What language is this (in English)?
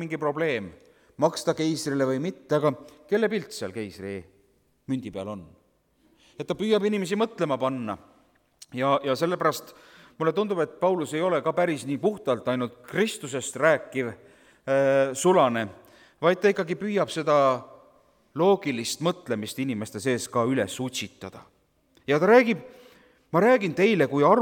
Estonian